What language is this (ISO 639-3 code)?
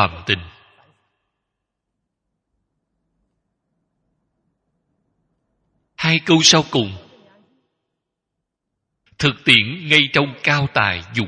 vie